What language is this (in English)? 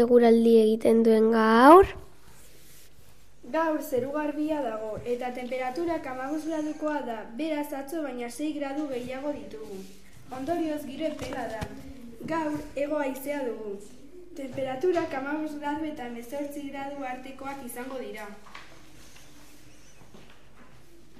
Basque